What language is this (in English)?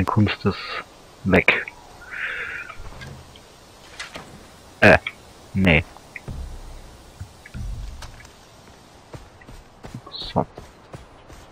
German